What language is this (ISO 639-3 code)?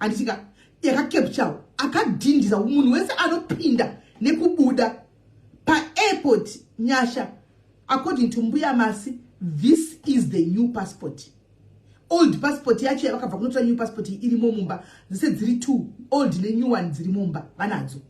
sna